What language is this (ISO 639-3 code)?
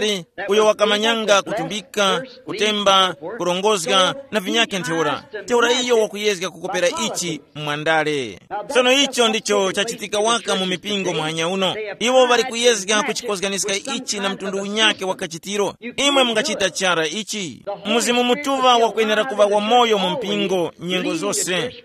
tum